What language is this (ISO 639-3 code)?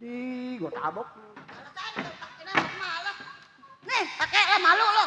bew